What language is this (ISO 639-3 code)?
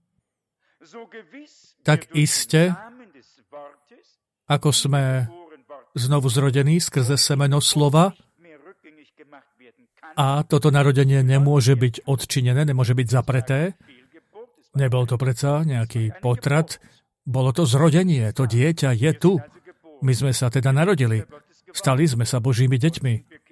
slk